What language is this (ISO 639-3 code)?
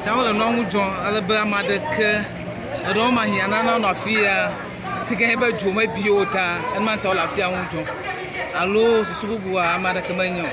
ewe